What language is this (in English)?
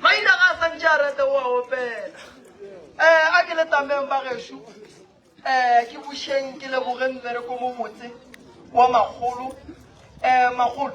Northern Sotho